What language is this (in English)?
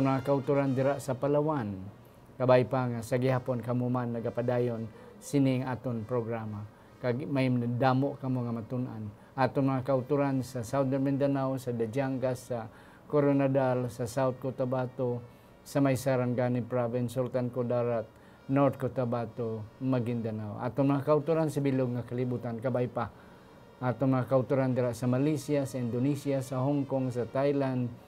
Hiligaynon